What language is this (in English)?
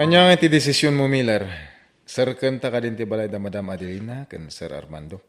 Iloko